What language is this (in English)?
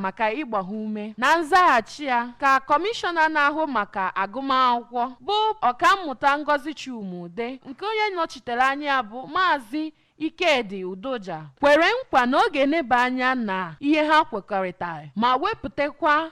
Igbo